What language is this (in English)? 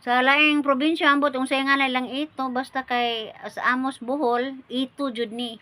Cebuano